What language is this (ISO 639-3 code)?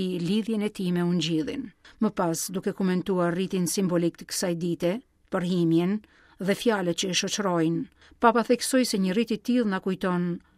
sqi